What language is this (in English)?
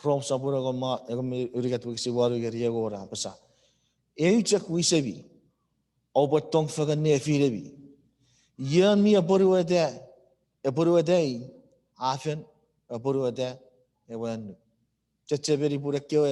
Chuukese